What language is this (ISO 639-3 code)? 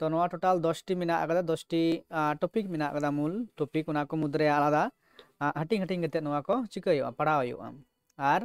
sat